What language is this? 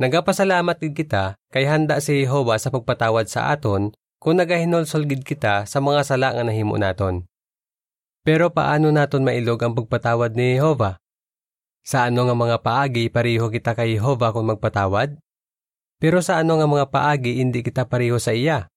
Hiligaynon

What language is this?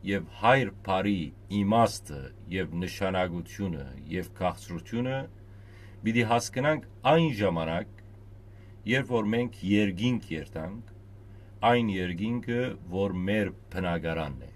Western Armenian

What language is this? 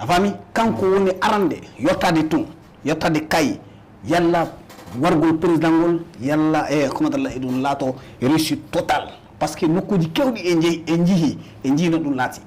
Fula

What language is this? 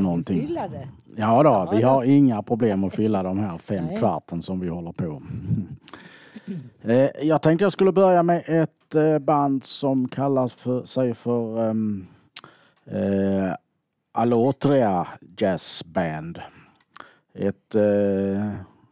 Swedish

